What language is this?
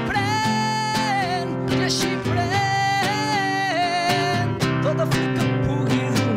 Catalan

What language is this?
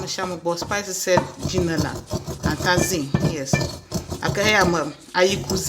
Ewe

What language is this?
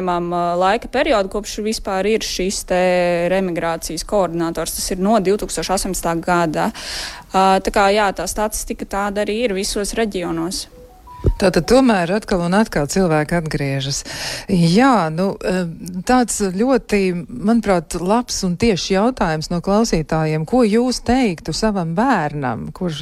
Latvian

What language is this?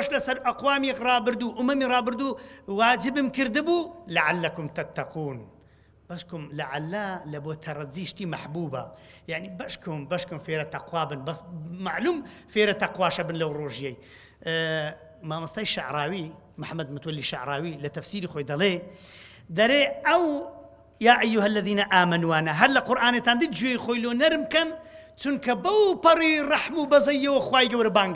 Central Kurdish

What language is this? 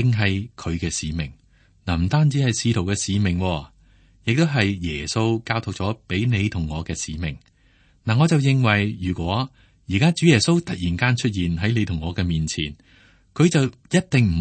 Cantonese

